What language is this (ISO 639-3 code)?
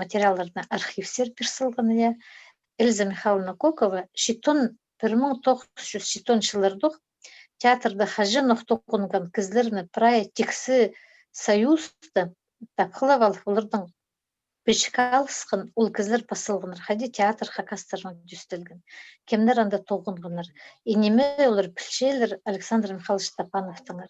kjh